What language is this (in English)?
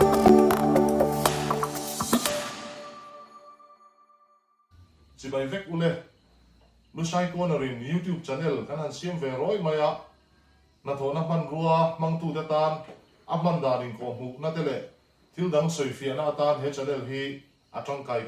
Mizo